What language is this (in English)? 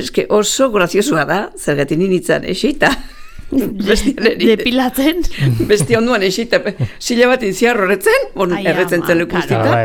Basque